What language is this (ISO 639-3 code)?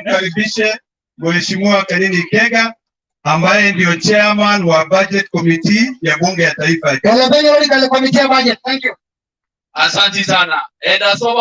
mas